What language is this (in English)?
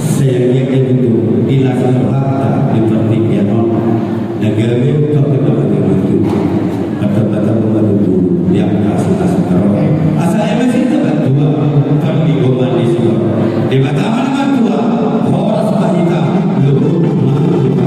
Batak Toba